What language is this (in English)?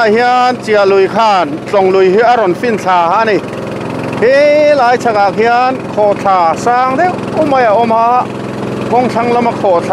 Mizo